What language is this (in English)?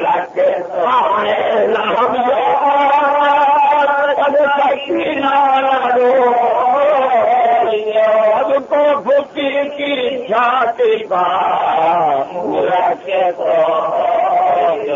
Urdu